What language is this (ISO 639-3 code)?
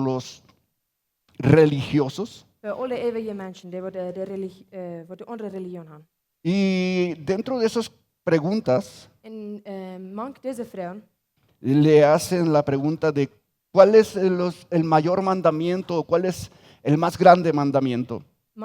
pdt